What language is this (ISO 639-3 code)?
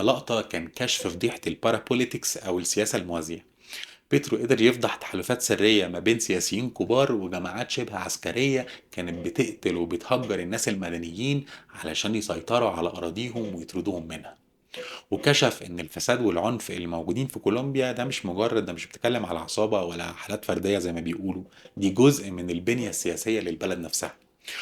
arz